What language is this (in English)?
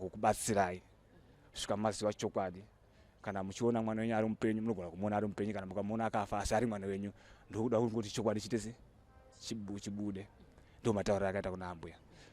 Shona